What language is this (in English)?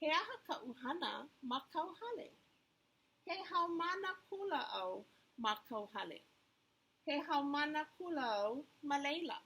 Hawaiian